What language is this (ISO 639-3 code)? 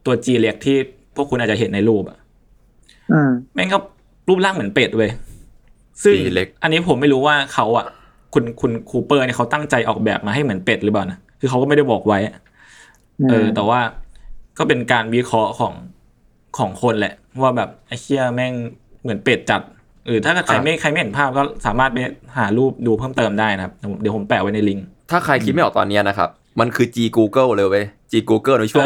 tha